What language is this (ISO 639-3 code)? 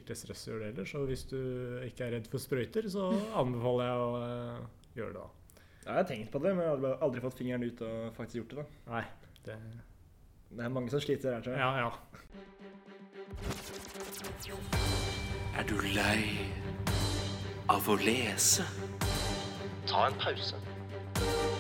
nor